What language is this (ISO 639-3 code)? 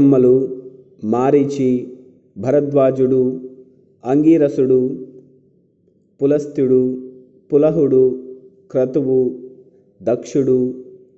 tel